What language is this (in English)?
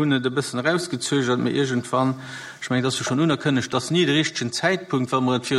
Luxembourgish